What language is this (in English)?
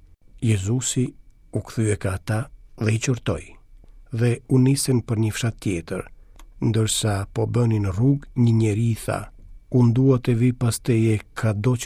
Albanian